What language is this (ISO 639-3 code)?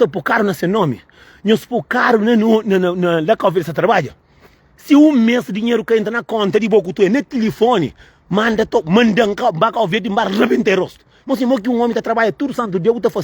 kea